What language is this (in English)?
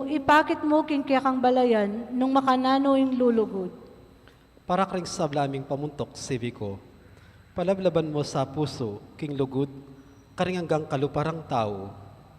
Pampanga